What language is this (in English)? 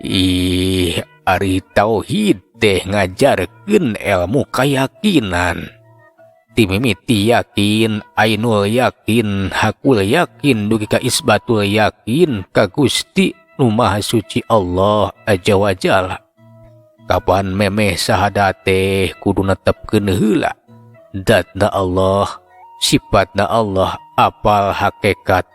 Sundanese